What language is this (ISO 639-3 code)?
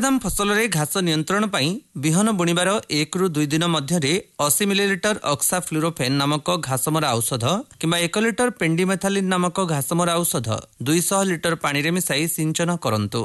ori